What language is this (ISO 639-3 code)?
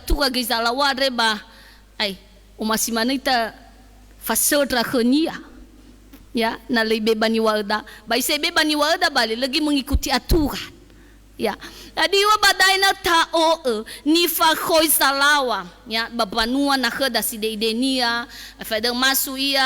nia